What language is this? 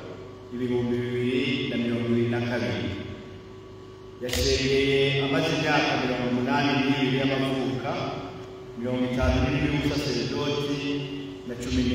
Rundi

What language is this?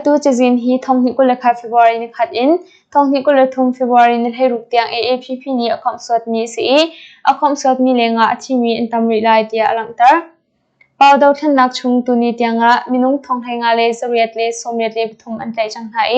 Hakha Chin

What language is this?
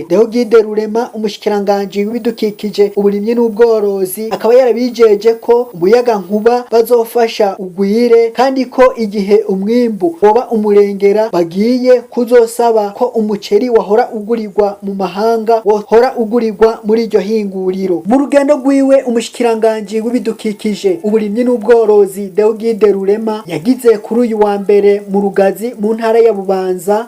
Rundi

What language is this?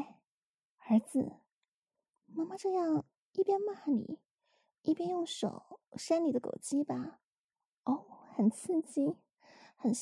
Chinese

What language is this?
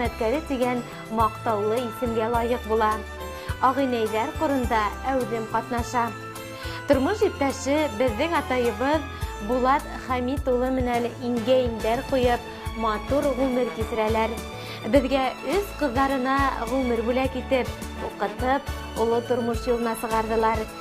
Bashkir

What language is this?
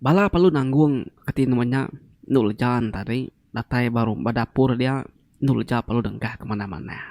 Iban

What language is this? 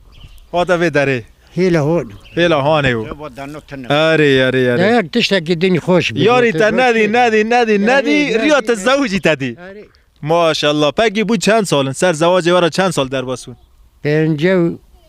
Kurdish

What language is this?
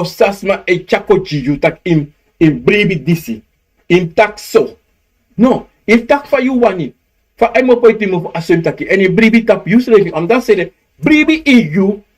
Sranan Tongo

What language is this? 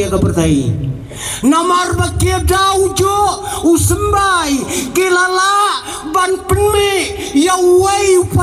Khasi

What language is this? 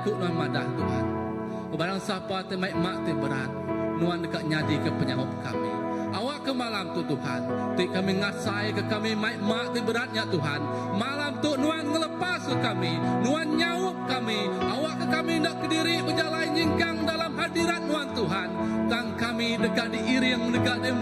Iban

